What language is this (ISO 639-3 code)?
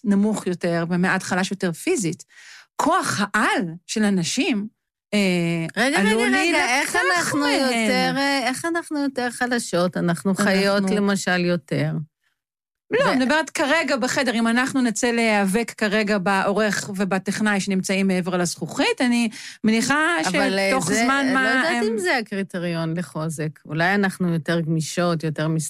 heb